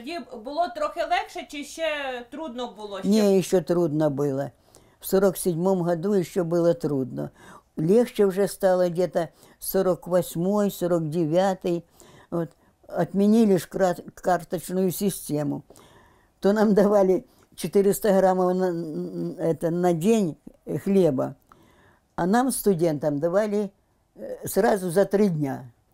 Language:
Russian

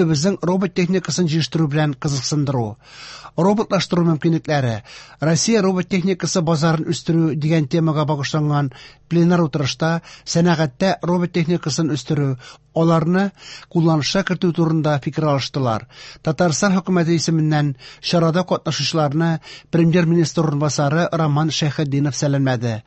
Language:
Tatar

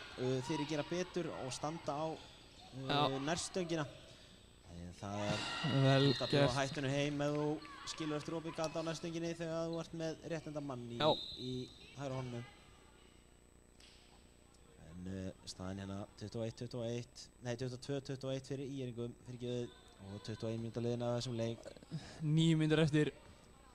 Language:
Icelandic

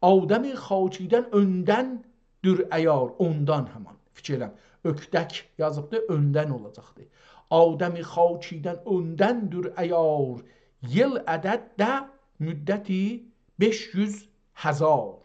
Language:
South Azerbaijani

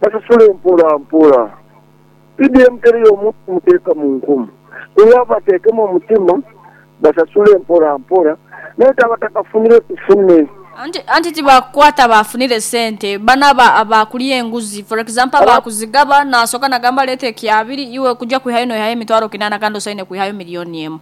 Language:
Nyoro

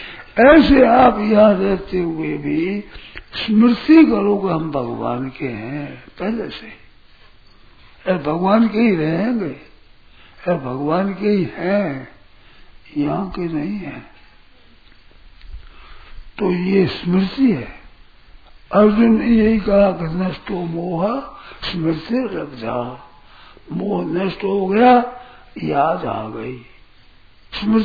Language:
Hindi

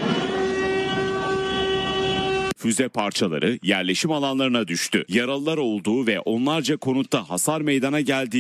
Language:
Turkish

